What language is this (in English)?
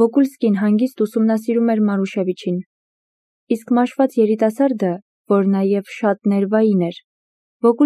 Armenian